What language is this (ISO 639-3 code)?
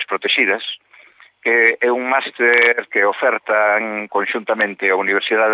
glg